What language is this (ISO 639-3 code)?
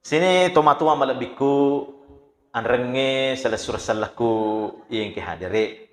bug